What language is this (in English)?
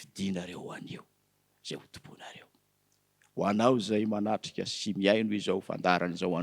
Malagasy